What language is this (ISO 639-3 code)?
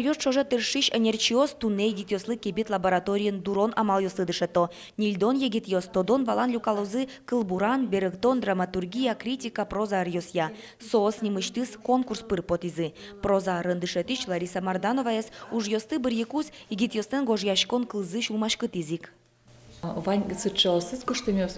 udm